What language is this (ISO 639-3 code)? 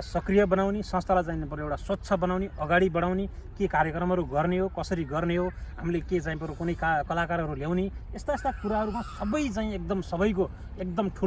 nep